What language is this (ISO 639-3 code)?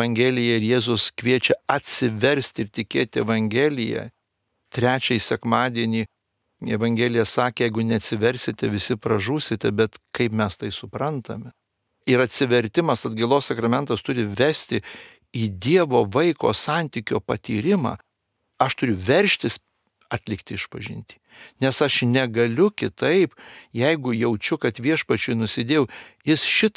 lit